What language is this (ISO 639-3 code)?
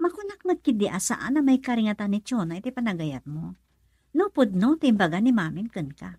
ilo